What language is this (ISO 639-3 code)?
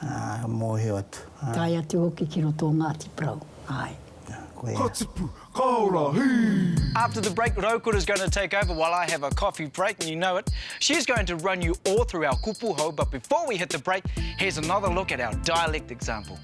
mri